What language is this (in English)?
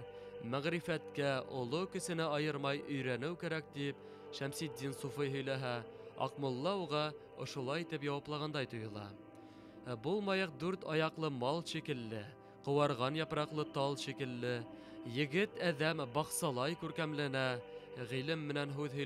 Bashkir